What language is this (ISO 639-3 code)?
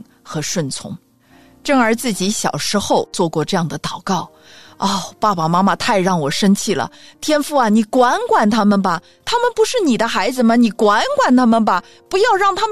zho